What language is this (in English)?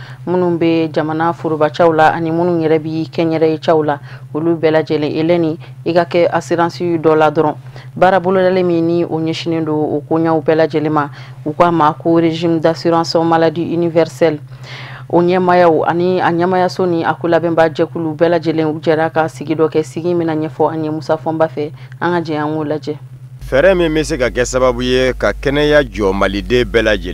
Bambara